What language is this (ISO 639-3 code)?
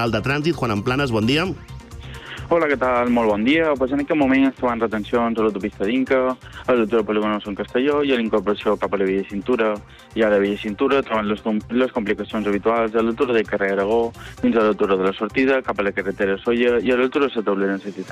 cat